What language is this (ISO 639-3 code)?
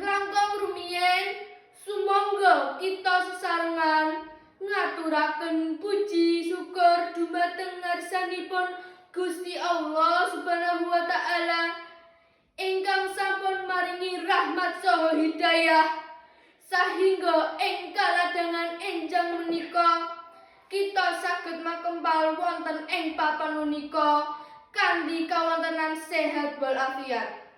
jav